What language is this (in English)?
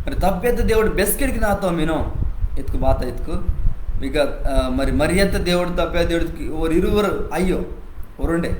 Koya